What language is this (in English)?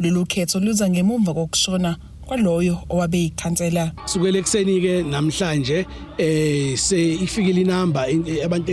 Zulu